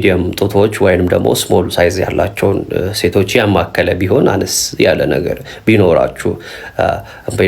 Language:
Amharic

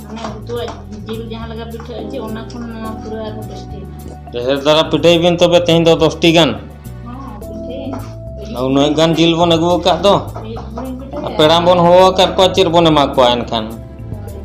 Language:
Santali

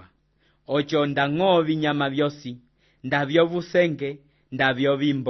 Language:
Umbundu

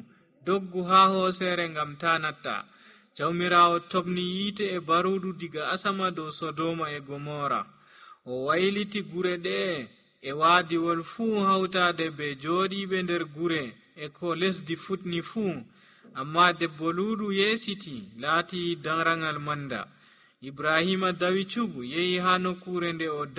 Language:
Nigerian Fulfulde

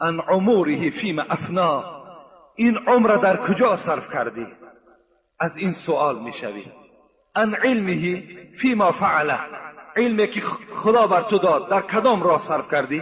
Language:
Tajik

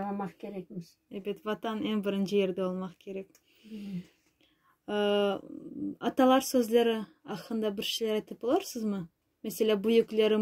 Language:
Crimean Tatar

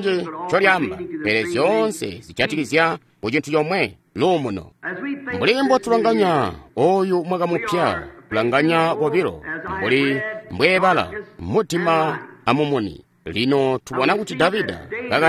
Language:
Tonga (Zambia)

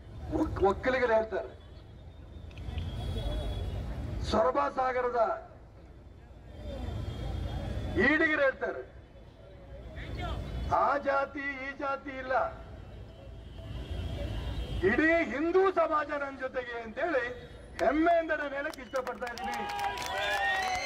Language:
Kannada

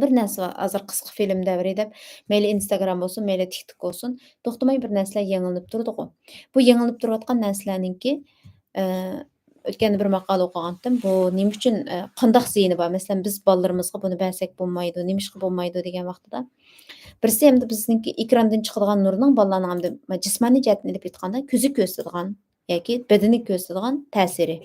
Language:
Uyghur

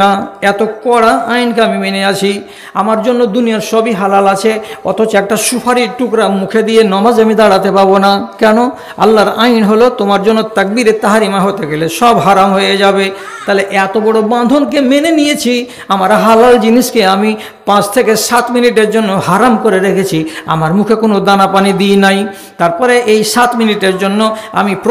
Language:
Bangla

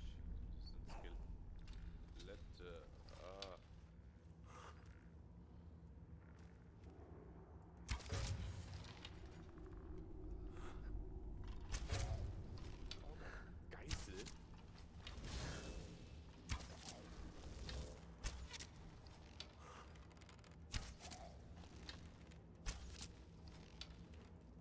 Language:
German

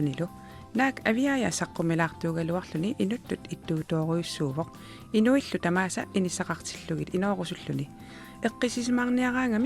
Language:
Kalaallisut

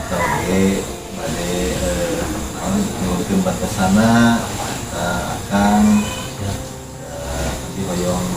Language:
Sundanese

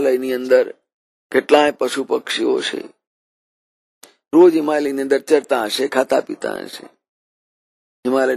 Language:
Gujarati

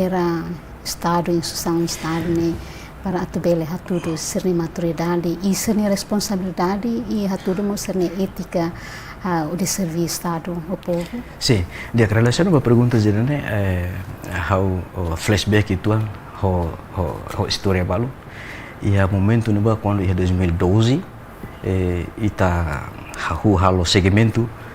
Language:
Tetum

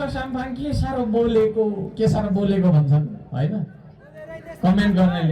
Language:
Nepali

